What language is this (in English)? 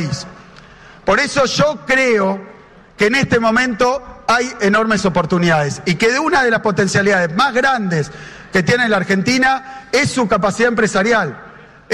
Spanish